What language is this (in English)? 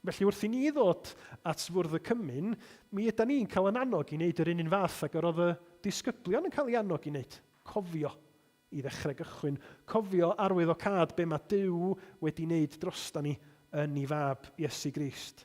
Welsh